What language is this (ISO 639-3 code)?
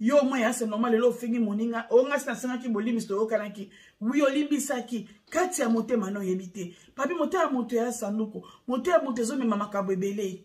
lin